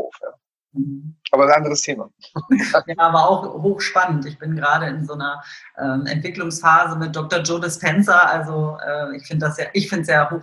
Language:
German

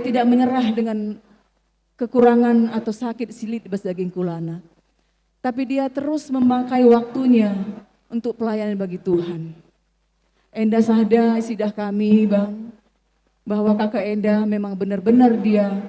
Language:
Batak Karo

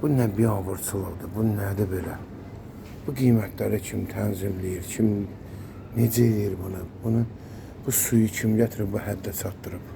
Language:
Azerbaijani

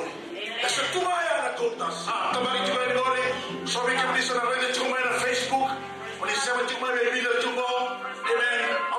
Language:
Fijian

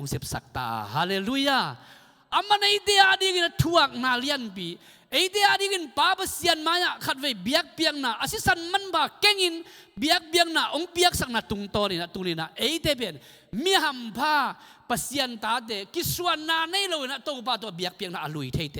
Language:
Tedim Chin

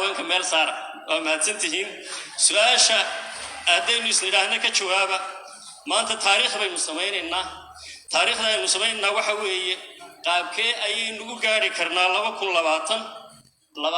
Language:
Somali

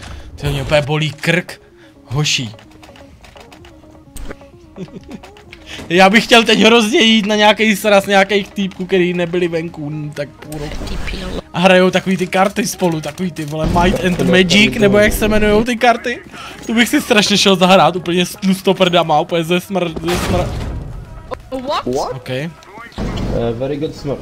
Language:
Czech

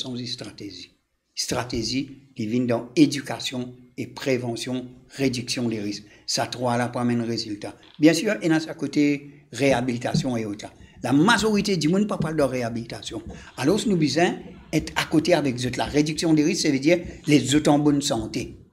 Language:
Morisyen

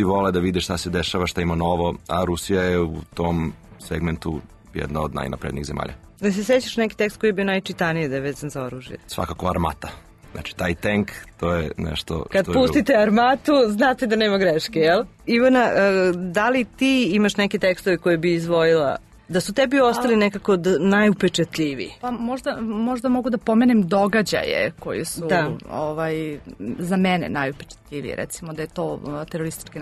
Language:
Serbian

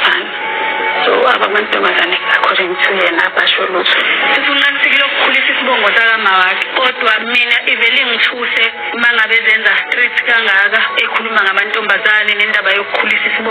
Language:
Zulu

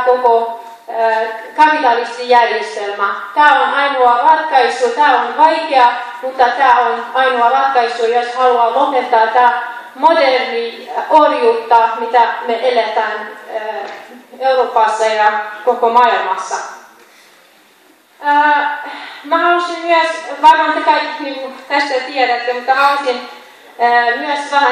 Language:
Finnish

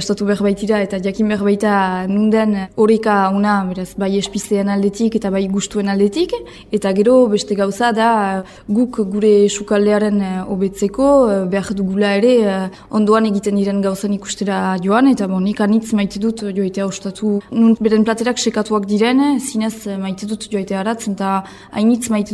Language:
Basque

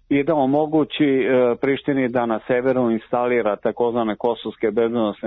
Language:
Serbian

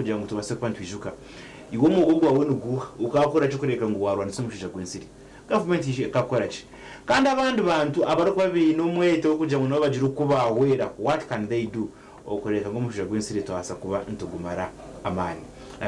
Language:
Nyankole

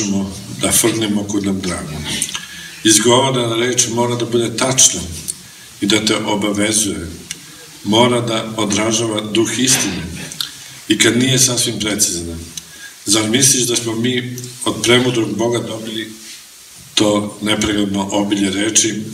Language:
Serbian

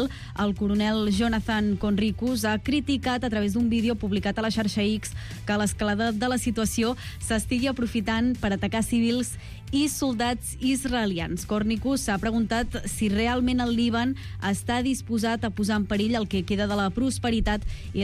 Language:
Catalan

